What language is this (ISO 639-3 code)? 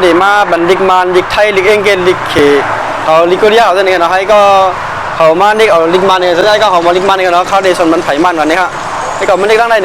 shn